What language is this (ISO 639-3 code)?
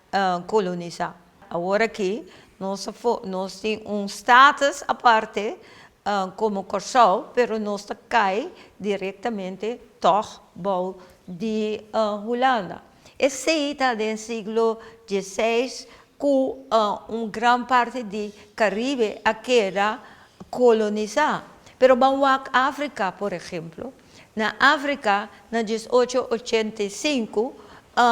pap